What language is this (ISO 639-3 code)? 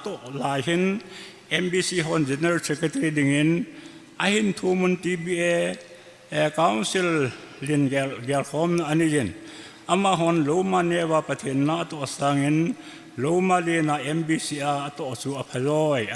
tcz